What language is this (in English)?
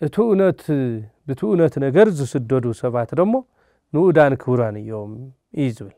Tigrinya